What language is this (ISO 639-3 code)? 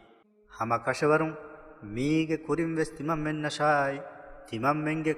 div